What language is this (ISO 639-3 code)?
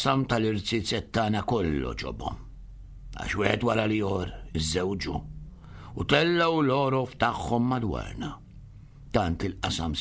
mlt